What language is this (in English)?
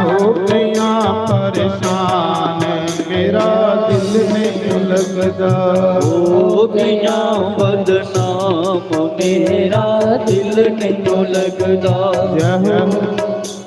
Dogri